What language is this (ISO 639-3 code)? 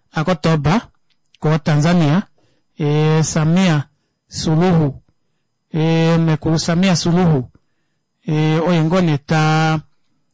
kua